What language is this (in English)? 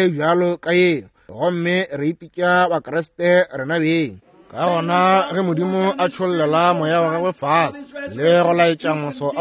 Northern Sotho